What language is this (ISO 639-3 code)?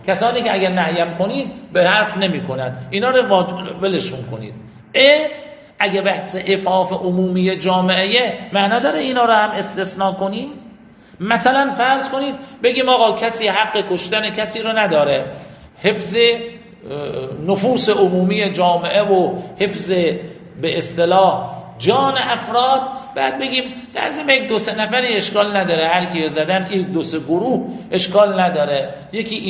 fas